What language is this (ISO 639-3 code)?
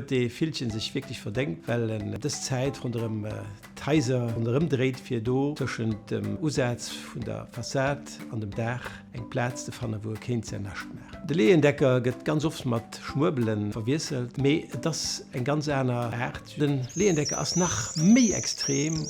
ltz